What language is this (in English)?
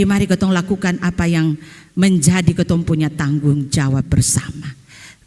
Ambonese Malay